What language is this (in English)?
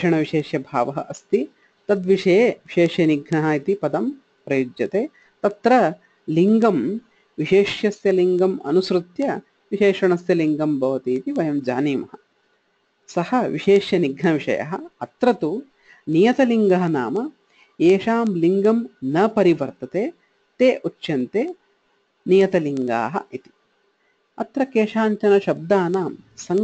Sanskrit